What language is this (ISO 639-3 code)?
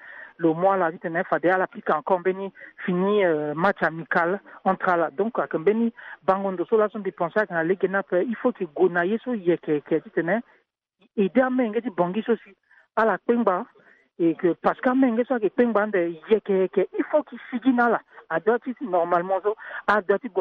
sag